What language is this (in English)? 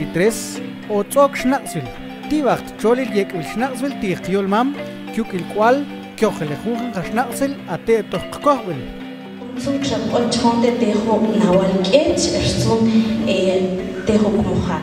Mam